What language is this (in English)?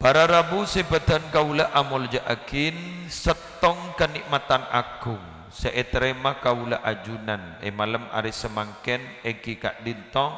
Madurese